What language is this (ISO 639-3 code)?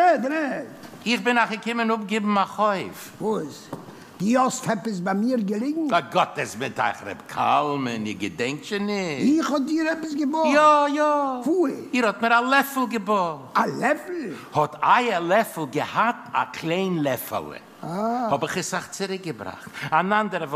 yid